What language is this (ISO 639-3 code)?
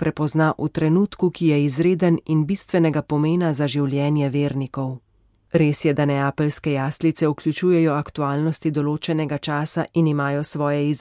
slv